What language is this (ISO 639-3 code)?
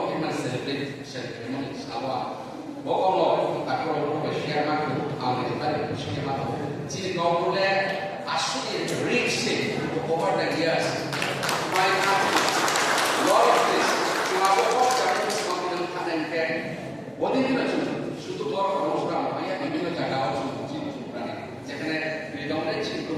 ria